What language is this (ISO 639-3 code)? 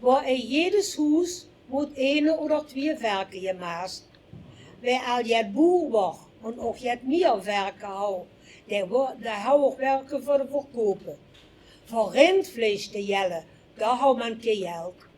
lim